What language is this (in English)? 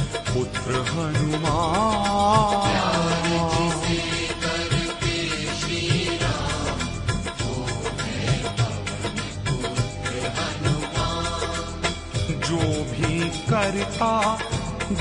Hindi